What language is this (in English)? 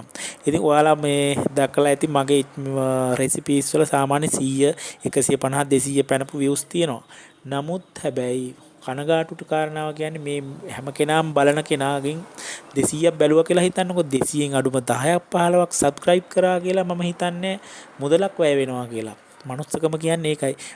Sinhala